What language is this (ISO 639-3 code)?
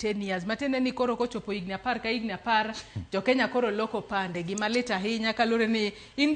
luo